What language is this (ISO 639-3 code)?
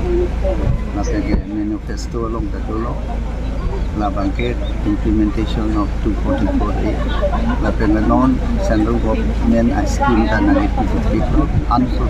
mjw